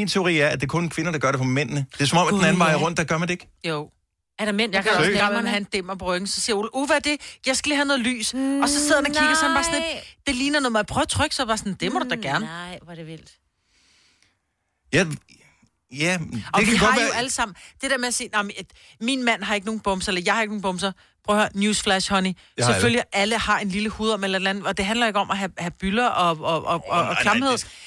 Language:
Danish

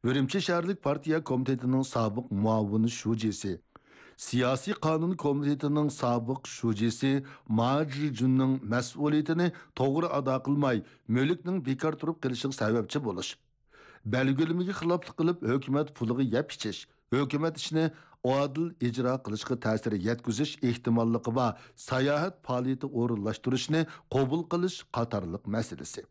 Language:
Uyghur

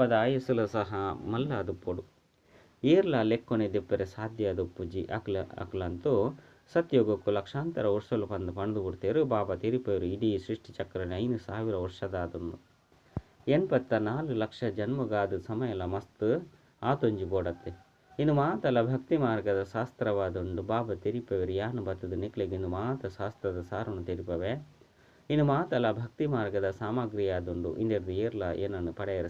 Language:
Tulu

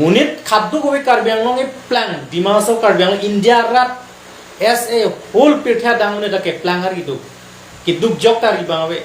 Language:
Karbi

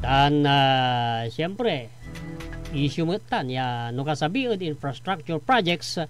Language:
Pangasinan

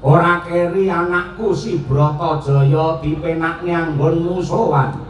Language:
Javanese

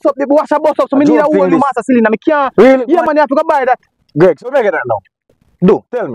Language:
Jamaican Creole English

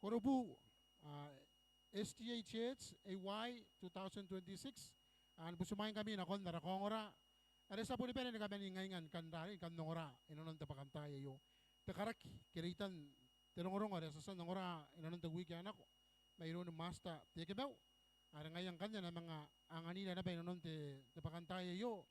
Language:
Gilbertese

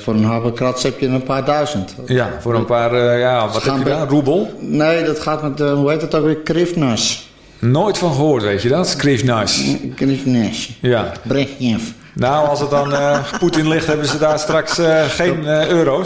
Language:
Dutch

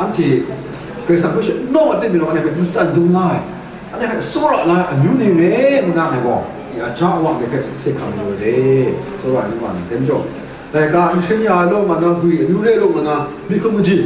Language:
Kachin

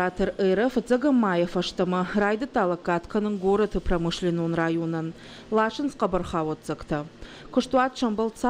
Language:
Ossetic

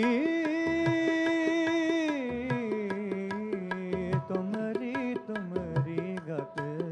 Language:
Hindi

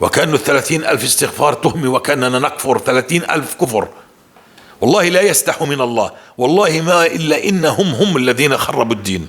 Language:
North Levantine Arabic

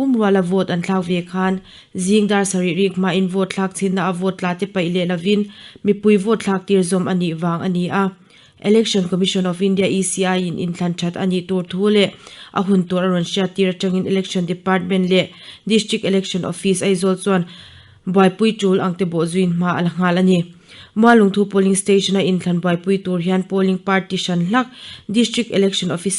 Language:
Mizo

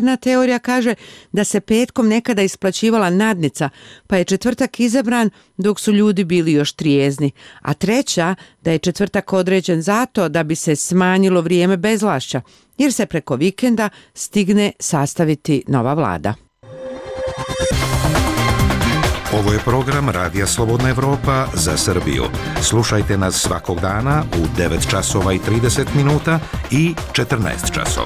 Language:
Serbian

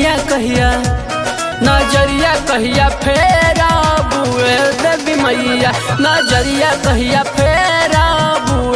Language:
Bhojpuri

